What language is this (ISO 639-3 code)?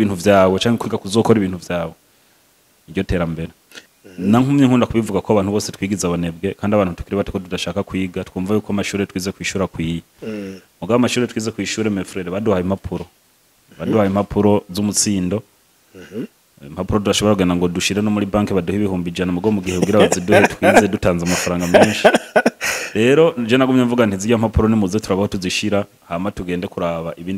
run